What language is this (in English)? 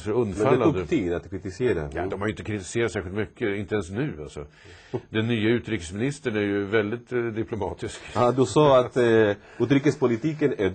Swedish